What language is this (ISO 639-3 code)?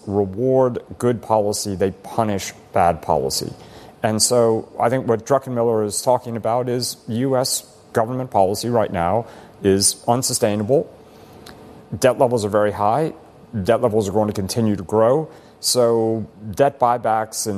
eng